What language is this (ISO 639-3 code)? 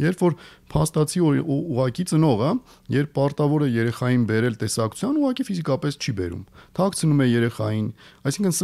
hye